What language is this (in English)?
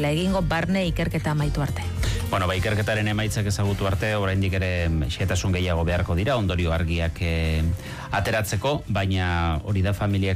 Basque